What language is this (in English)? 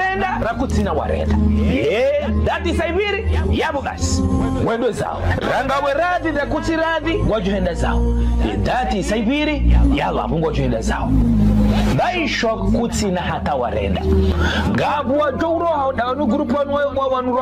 Swahili